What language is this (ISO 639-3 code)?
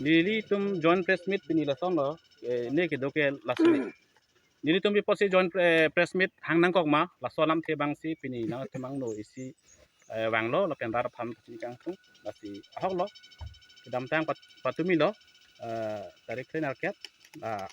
mjw